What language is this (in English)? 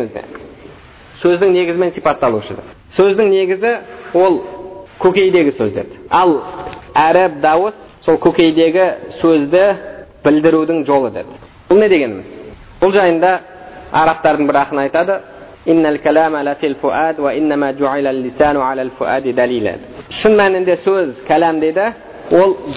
Kazakh